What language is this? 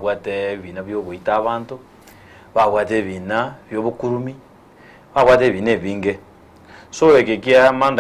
Gusii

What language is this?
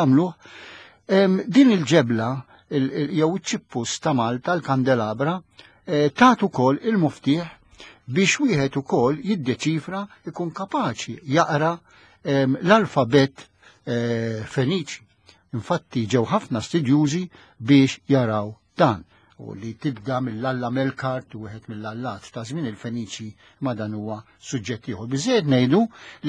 Maltese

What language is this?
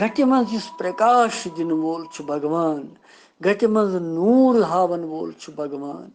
Kashmiri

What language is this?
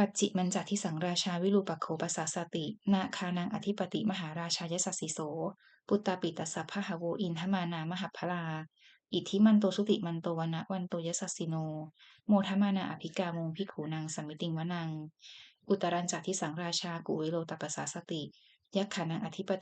Pali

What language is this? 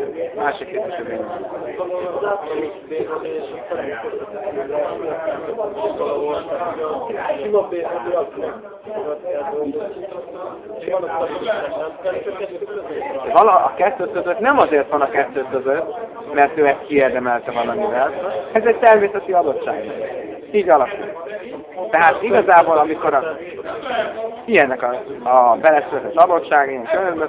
Hungarian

